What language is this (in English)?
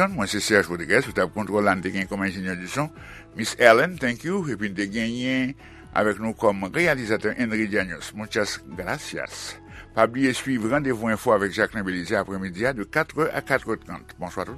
Haitian Creole